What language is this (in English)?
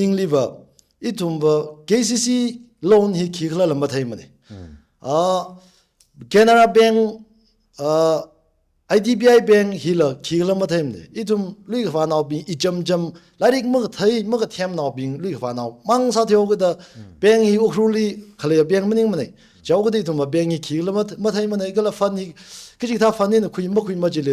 Tangkhul Naga (India)